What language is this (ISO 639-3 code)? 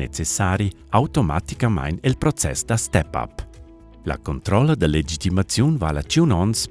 roh